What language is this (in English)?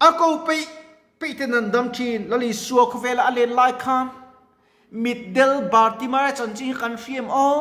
Mizo